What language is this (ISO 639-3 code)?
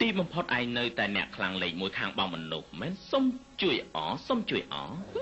khm